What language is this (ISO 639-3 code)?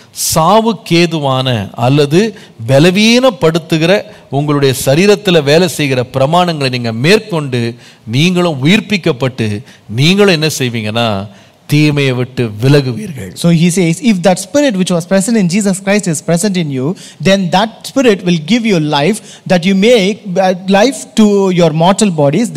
tam